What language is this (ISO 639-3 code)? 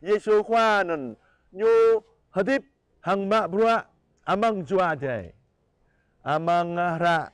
jra